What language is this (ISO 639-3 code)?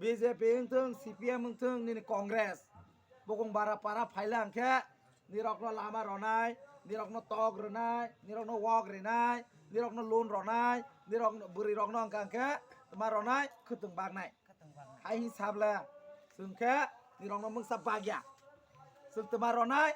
trp